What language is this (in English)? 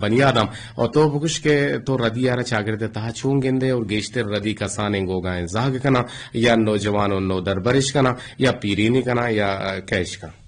Eastern Balochi